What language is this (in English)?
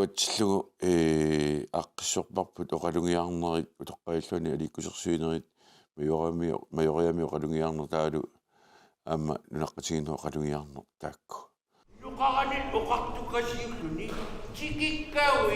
Kalaallisut